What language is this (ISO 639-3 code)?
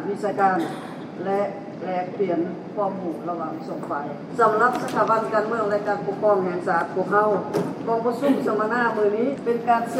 lao